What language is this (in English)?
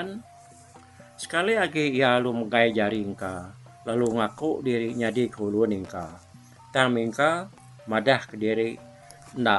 Iban